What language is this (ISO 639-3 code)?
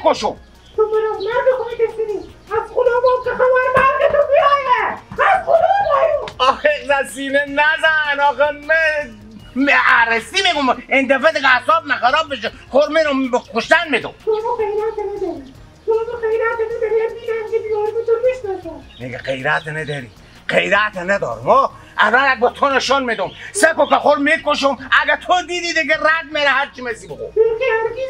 fas